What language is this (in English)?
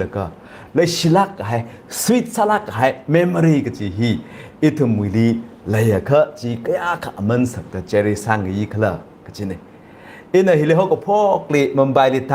Tangkhul Naga (India)